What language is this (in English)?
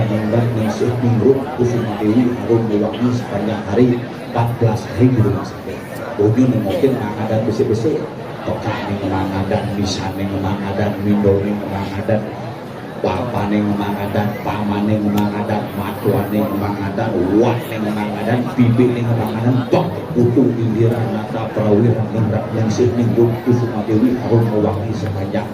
Balinese